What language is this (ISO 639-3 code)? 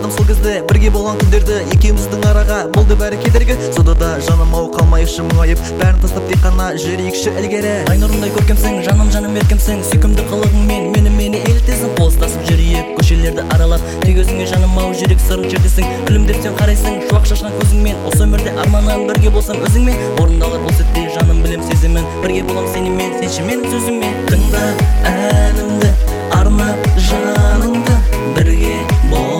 kaz